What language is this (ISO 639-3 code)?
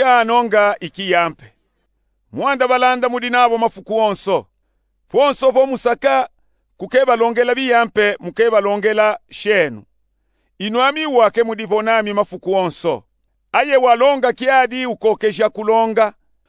lub